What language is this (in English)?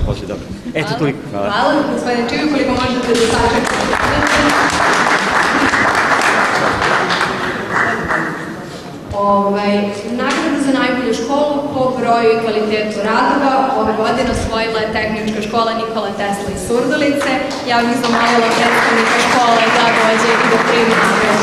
Serbian